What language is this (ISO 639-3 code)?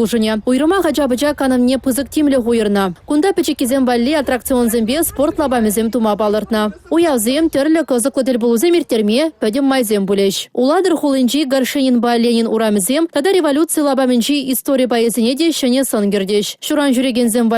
chv